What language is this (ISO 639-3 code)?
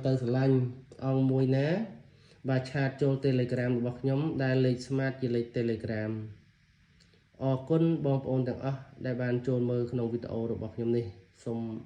khm